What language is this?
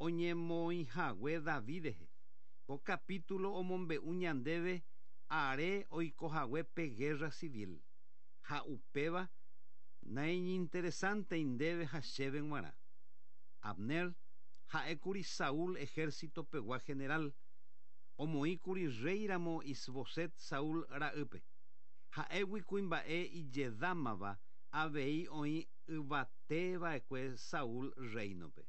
Guarani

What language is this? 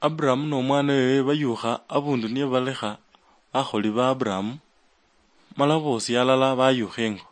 Luyia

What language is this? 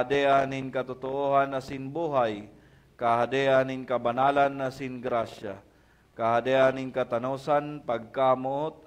Bikol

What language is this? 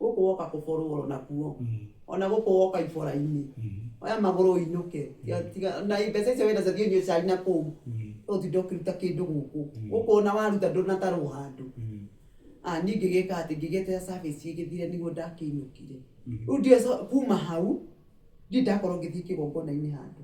Kikuyu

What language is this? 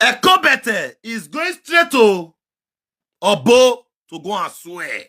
Nigerian Pidgin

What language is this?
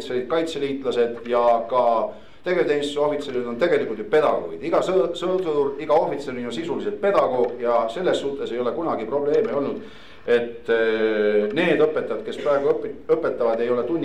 Estonian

